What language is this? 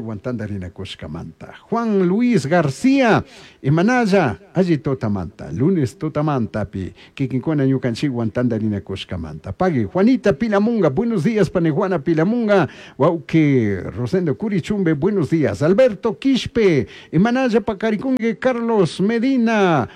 Chimborazo Highland Quichua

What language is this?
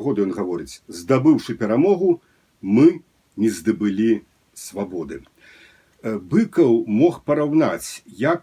Belarusian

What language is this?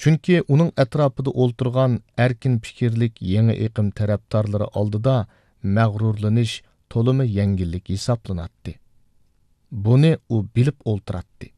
Uyghur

